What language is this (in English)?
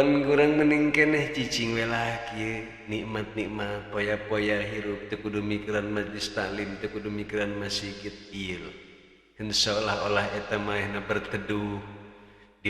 Sundanese